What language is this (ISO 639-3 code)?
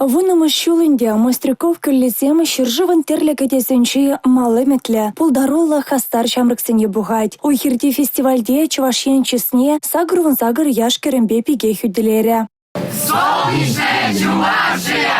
chv